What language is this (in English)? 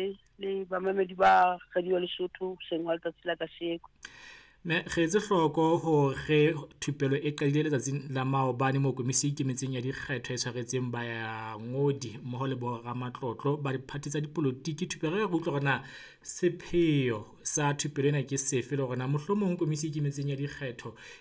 Southern Sotho